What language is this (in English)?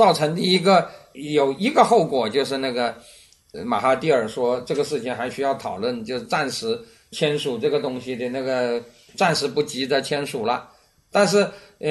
Chinese